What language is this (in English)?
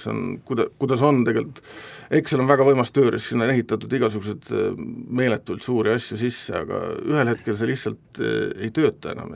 Estonian